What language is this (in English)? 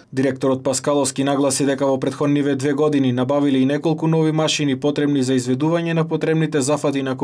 Macedonian